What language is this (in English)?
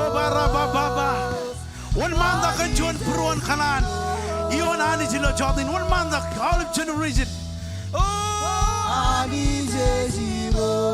Marshallese